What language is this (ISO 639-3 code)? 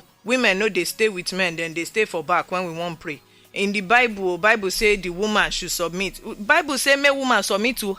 pcm